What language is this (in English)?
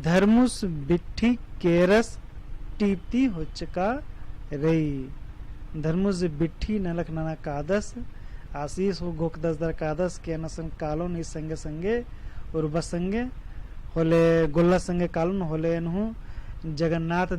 Kurukh